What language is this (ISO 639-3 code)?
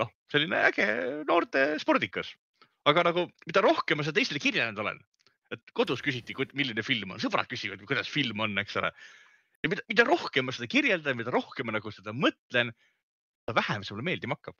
est